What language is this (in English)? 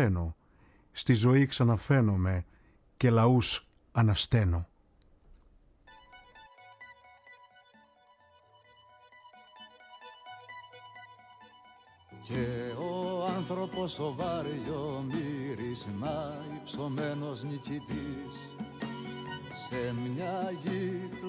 Greek